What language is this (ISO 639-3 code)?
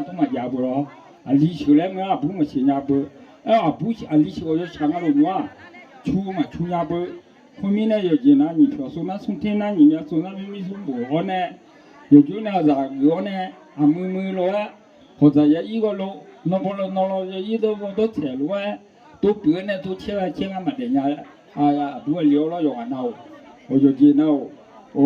ahk